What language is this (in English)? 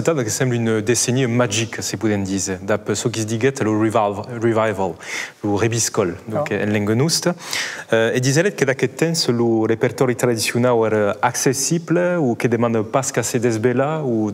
Occitan